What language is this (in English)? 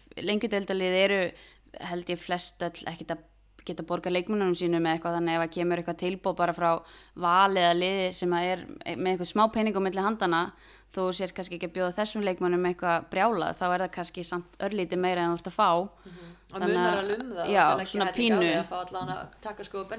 Icelandic